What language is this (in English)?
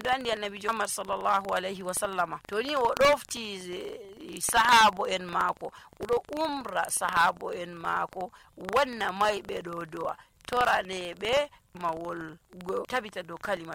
Nigerian Fulfulde